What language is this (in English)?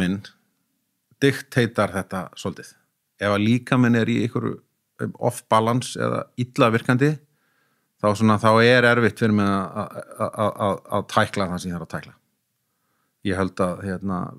Icelandic